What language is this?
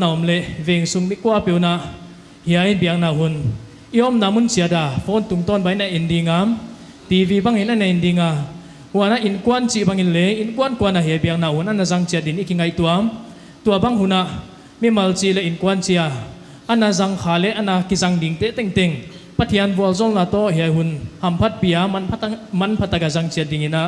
Paite Chin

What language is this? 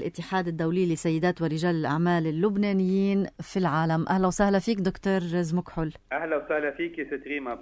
North Levantine Arabic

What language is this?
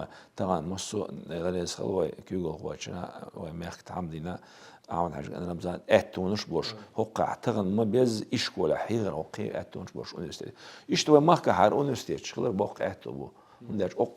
Chechen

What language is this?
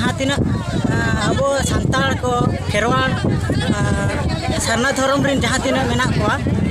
Santali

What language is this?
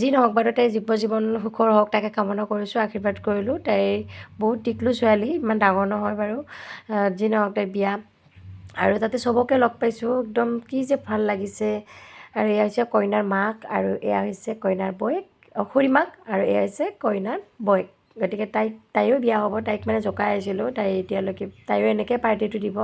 Assamese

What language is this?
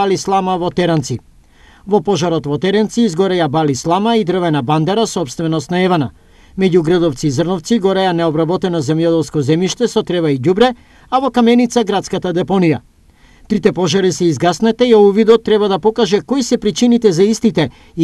Macedonian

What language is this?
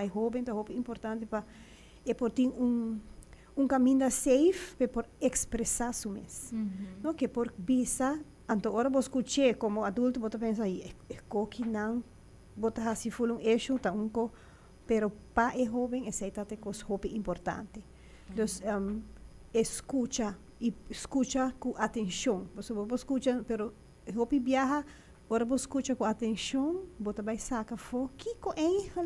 Papiamento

